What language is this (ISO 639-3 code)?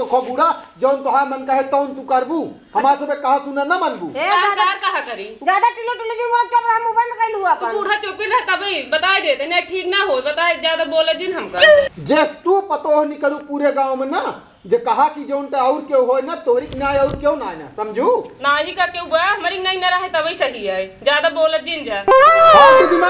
awa